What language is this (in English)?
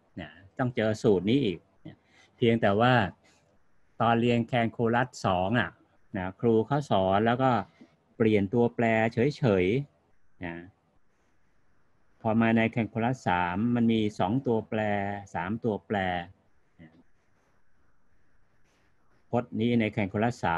Thai